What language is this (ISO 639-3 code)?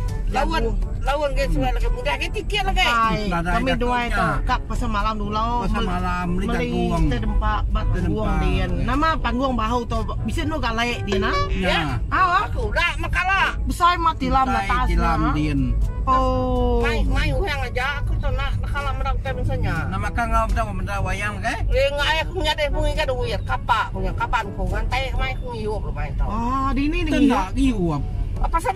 iba